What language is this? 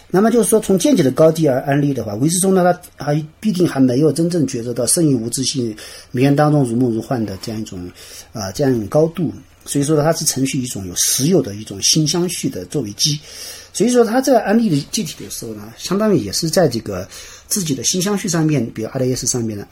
Chinese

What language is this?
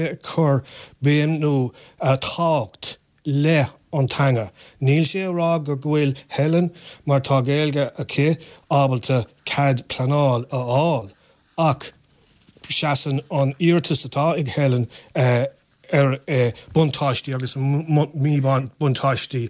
Irish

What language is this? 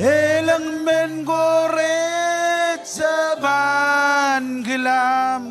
Marshallese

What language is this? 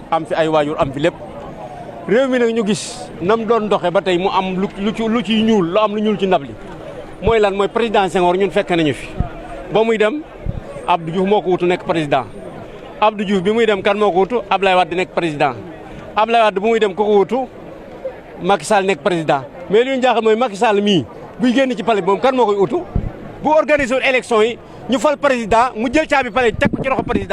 Wolof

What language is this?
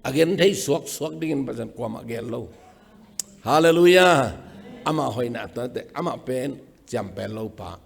Tedim Chin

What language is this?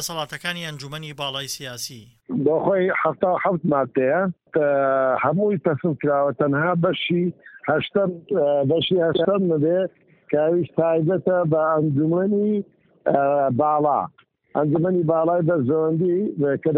Central Kurdish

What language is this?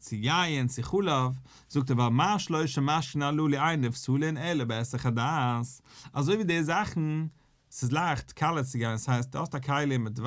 Yiddish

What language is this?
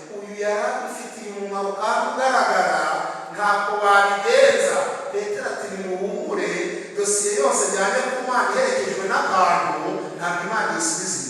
Kinyarwanda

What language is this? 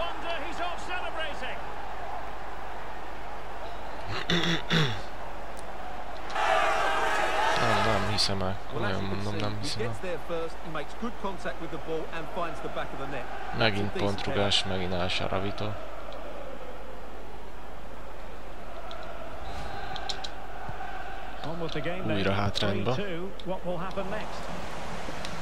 Hungarian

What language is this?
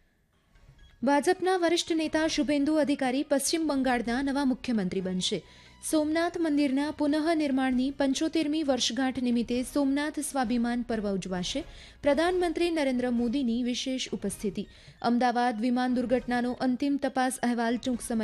Gujarati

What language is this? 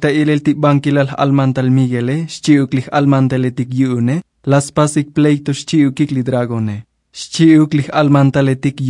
Tzotzil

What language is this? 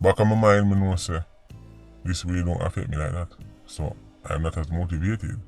Jamaican Creole English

